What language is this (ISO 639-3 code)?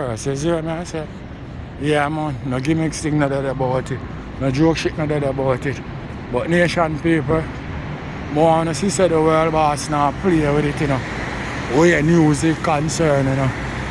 jam